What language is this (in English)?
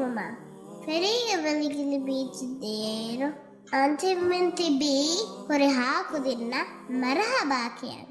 Divehi